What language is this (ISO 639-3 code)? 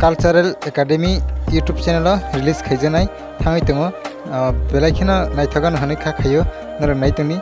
trp